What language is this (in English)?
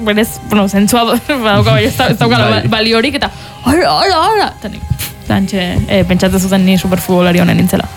Basque